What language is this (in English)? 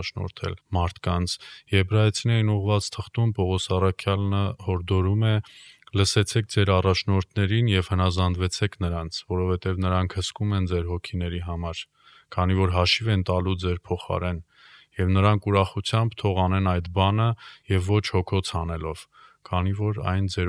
Armenian